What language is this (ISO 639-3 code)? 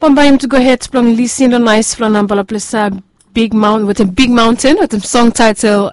bis